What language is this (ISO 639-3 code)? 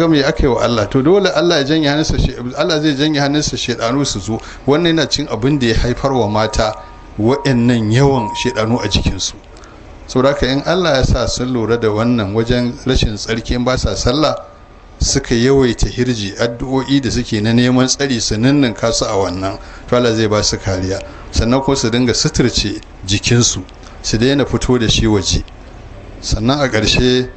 hau